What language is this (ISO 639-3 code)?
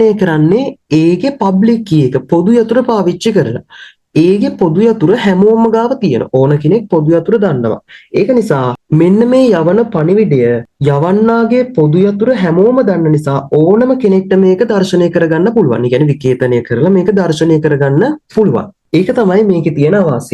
sin